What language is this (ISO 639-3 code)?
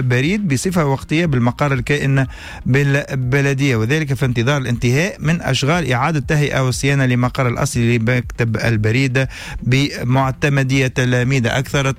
aeb